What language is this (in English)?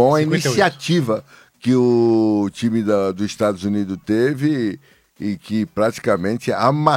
Portuguese